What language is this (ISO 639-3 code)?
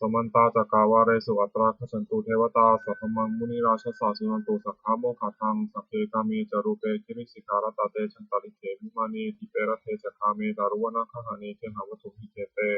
pli